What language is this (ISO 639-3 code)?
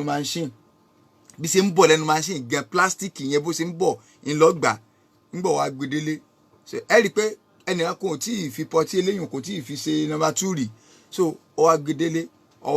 yor